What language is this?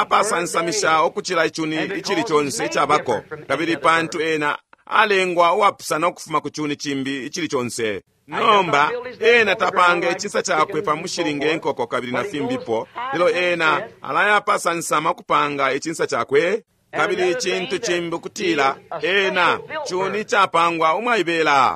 Bemba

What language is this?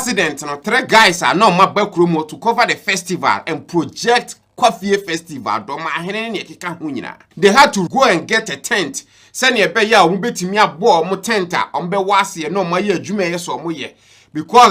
Akan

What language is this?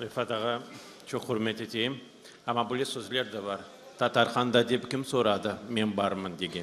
Crimean Tatar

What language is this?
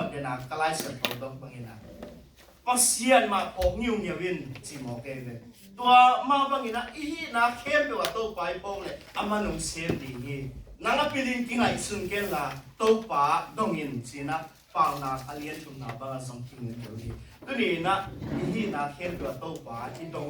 Tedim Chin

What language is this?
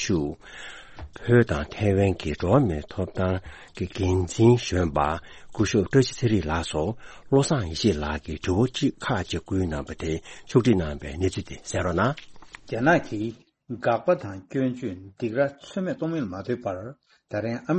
Tibetan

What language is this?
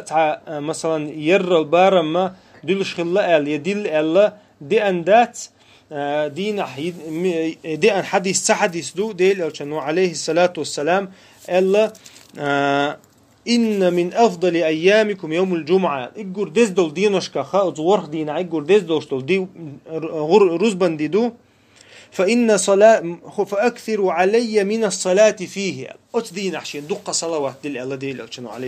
Chechen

